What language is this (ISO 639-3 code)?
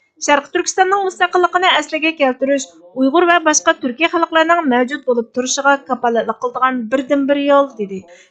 uig